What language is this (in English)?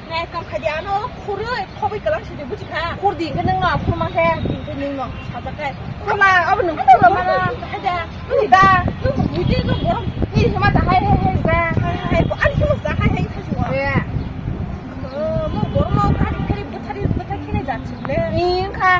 Kok Borok